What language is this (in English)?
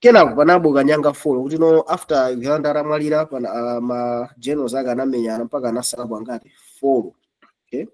Nyanja